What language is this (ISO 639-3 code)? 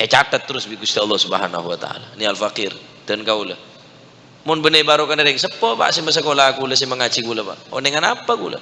mad